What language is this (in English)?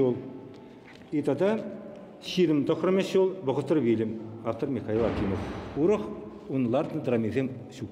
Chuvash